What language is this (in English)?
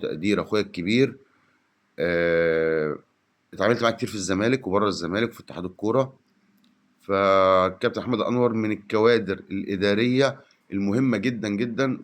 Egyptian Arabic